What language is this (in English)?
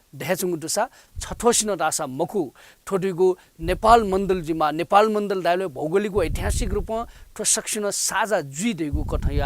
Newari